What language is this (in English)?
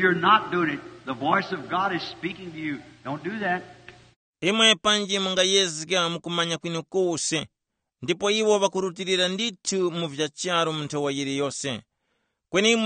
Tumbuka